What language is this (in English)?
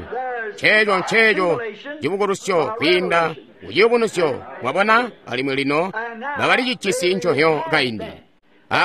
Tonga (Zambia)